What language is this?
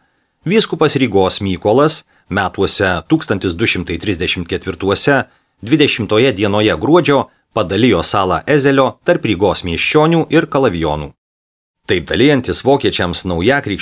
Lithuanian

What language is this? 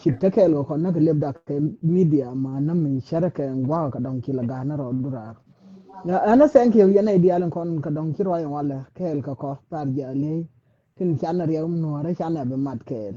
Nuer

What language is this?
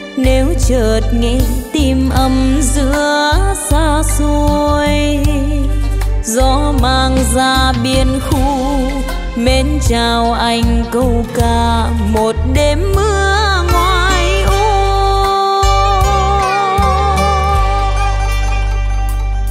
Vietnamese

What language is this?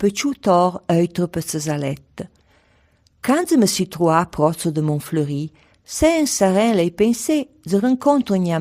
Arpitan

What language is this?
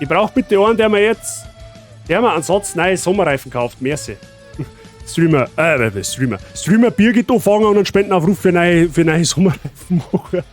Bavarian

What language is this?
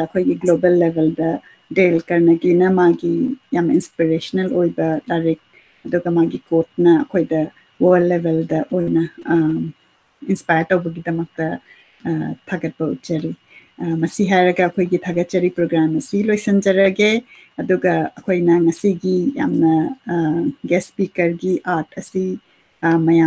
Manipuri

